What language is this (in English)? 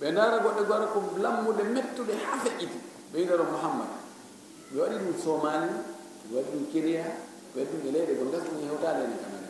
Fula